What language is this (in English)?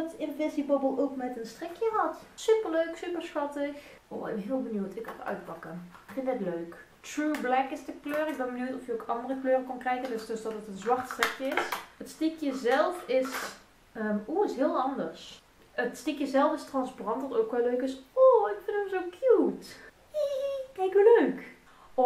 Dutch